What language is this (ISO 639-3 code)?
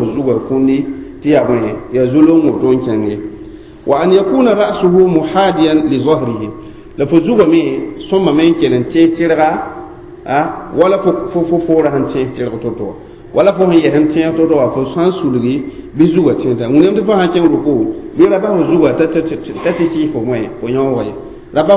mos